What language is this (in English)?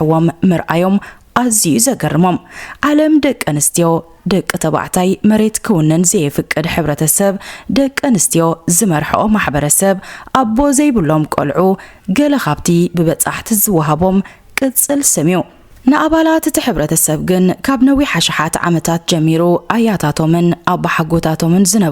Tigrinya